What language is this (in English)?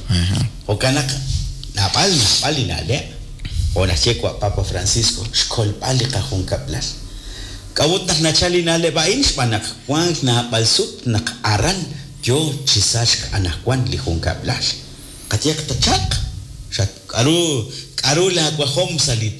Kekchí